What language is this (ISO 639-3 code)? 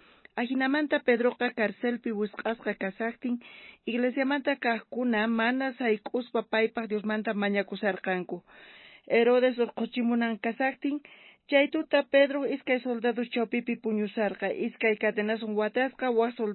quh